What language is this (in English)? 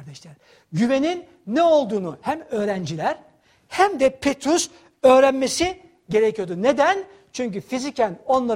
Turkish